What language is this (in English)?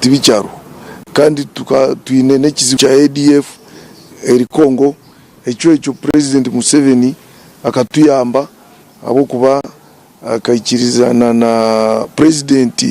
Nyankole